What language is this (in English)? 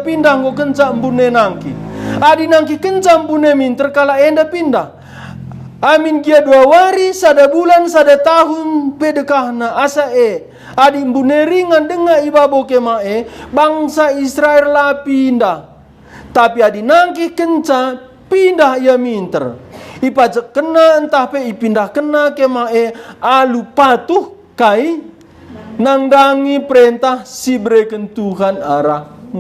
Batak Karo